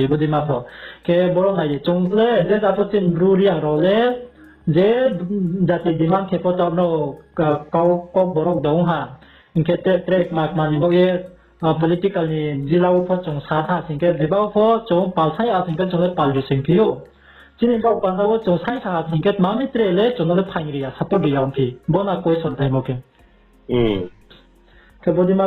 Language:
Riang (India)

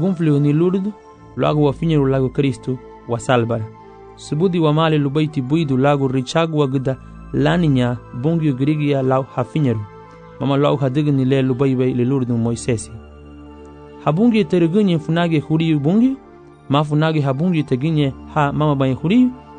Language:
Garifuna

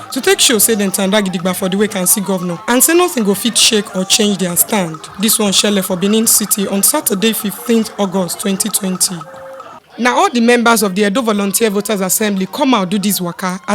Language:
Nigerian Pidgin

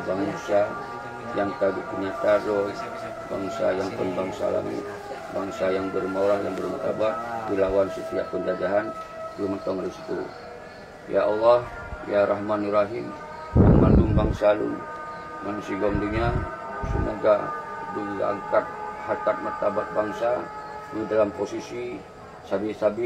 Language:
Achinese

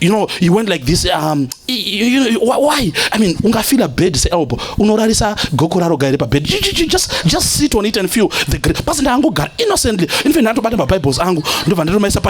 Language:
Shona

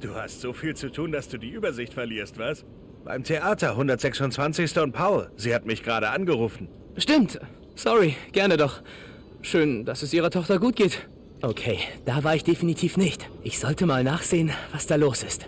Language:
Bavarian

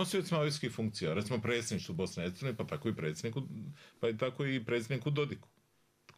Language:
Bosnian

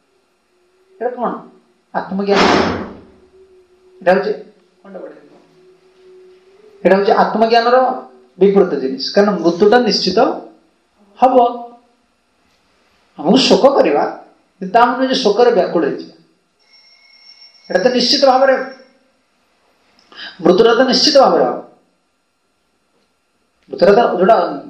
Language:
Odia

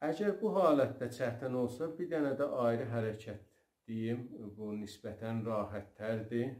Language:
South Azerbaijani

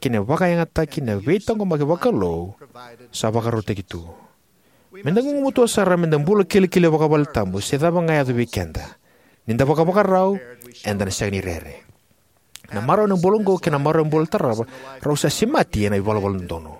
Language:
Fijian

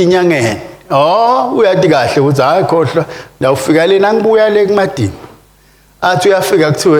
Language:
Swati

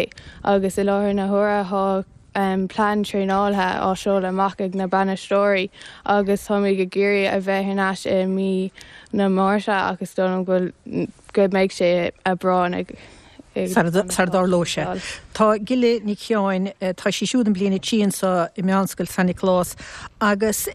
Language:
Irish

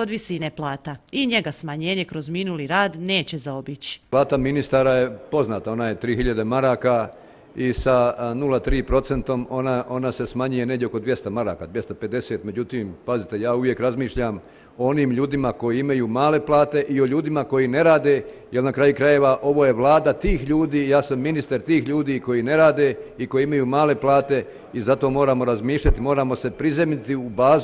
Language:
Bosnian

